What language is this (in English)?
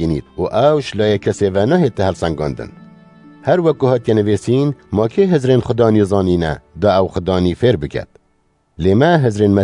Kurdish